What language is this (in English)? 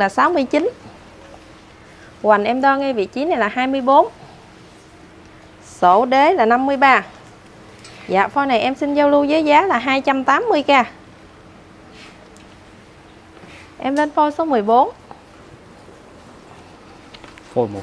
Vietnamese